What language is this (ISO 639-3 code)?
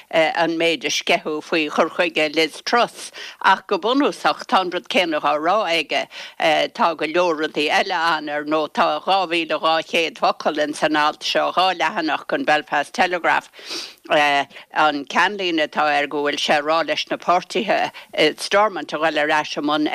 gle